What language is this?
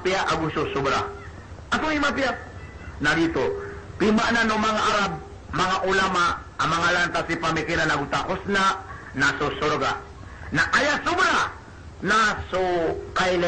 Maranao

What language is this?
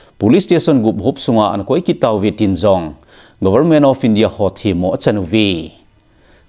Thado Chin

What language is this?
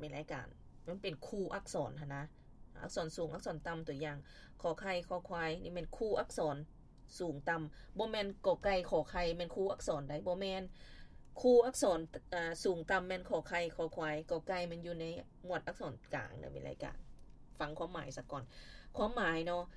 Lao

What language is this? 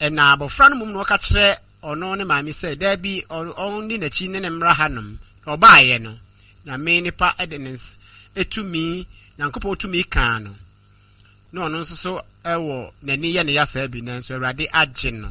Akan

